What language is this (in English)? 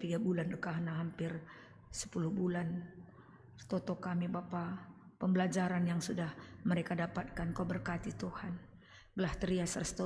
Batak Karo